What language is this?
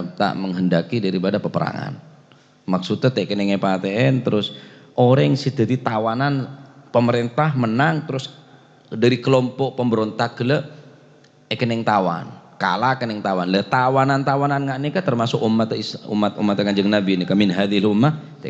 Madurese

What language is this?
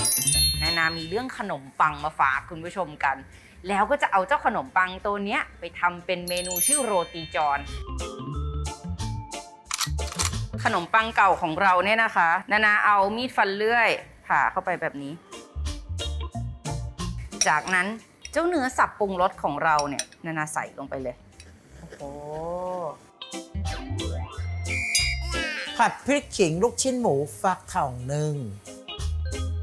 Thai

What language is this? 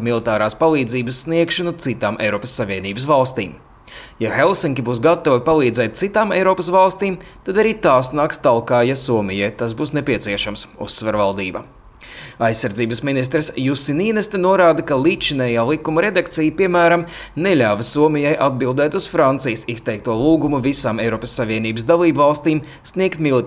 Latvian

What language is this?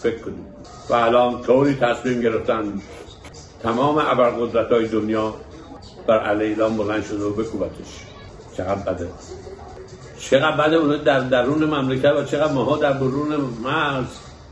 Persian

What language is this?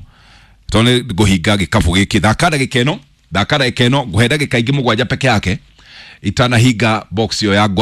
Kikuyu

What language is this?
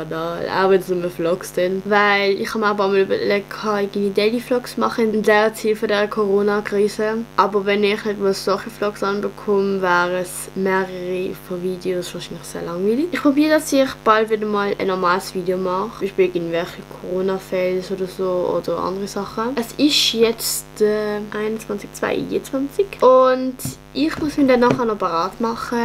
Swiss German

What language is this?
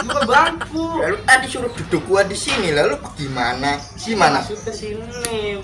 Betawi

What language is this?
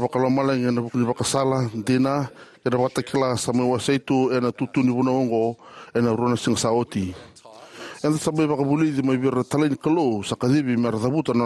Fijian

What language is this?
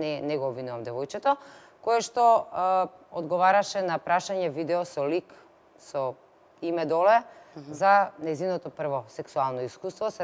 Macedonian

